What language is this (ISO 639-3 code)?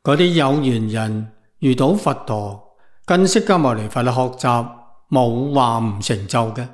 yue